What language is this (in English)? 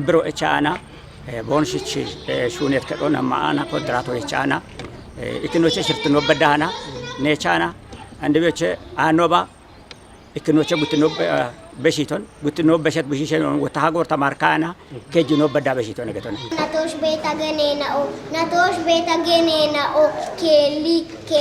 Kafa